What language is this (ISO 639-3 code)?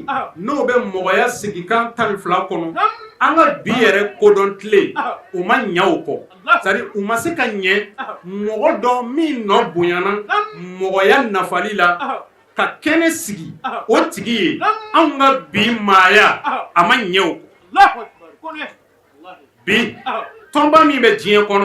bam